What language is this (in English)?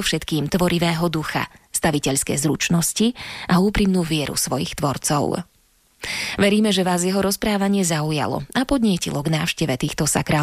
Slovak